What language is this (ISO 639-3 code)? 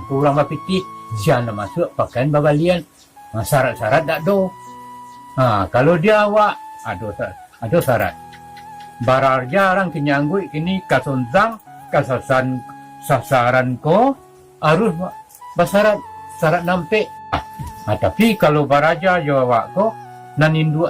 min